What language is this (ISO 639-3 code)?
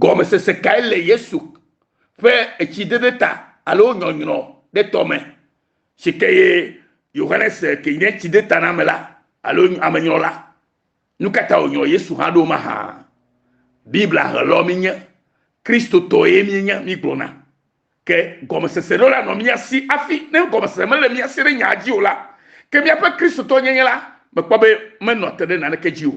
ewe